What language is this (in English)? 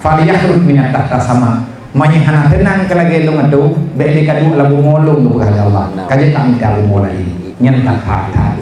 Achinese